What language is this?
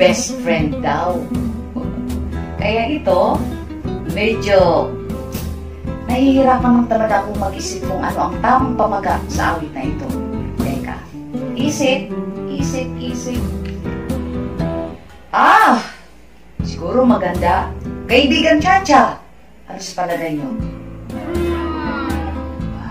Filipino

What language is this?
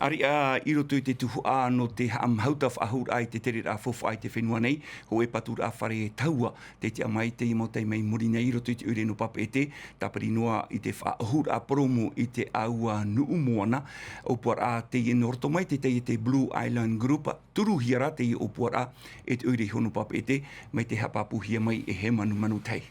Tahitian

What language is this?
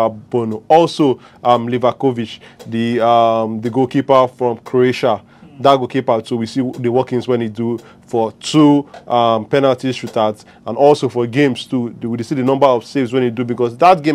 Nigerian Pidgin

